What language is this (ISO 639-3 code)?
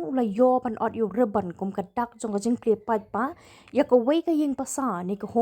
kha